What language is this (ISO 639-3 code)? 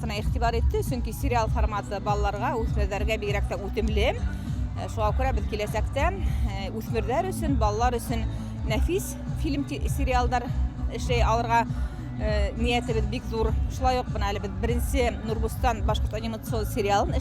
bak